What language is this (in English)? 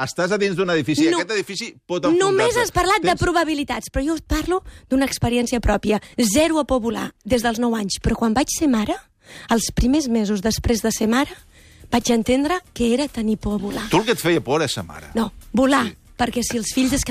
Catalan